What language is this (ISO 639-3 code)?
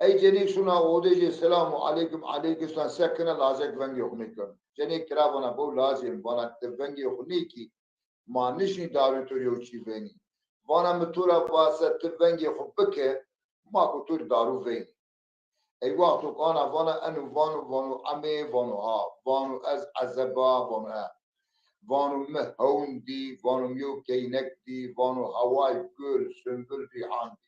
zza